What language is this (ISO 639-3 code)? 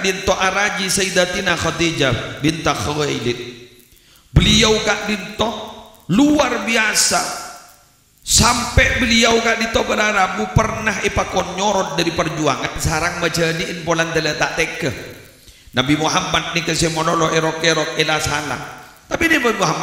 mad